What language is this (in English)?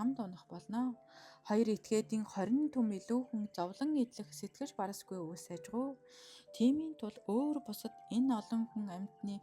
Mongolian